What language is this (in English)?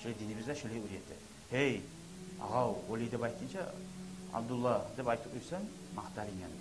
Kumyk